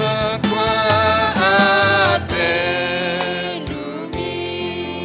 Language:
Batak Karo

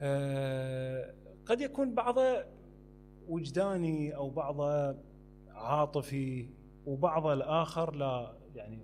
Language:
Mesopotamian Arabic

